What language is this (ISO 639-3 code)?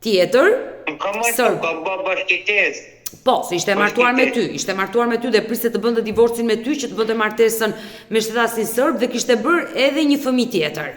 sqi